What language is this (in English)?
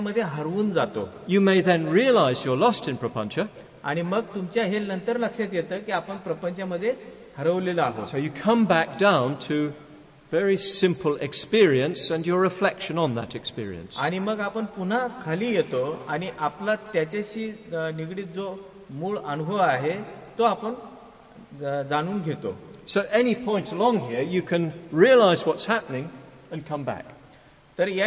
Marathi